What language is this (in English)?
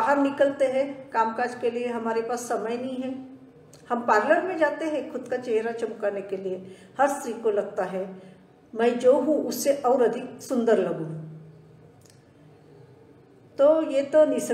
Hindi